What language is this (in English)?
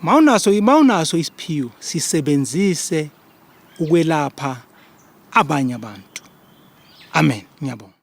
Zulu